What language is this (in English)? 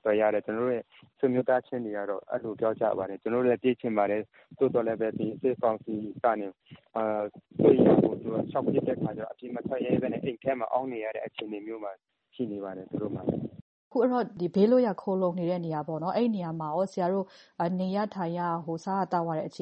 Burmese